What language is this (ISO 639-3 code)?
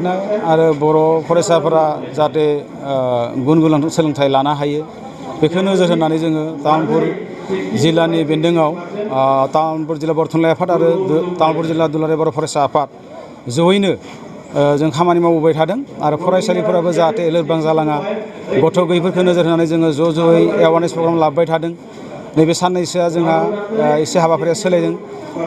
brx